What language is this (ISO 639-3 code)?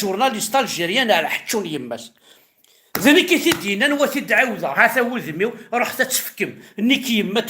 kab